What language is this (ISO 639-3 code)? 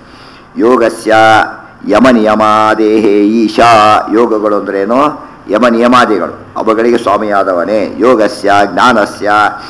kan